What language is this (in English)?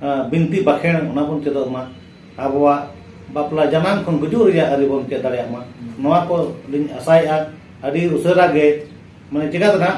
Santali